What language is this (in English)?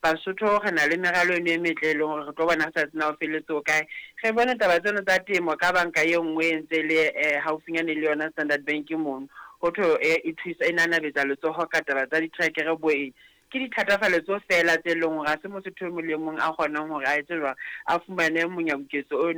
Southern Sotho